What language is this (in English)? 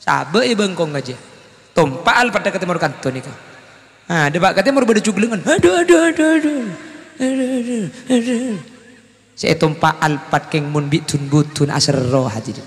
Madurese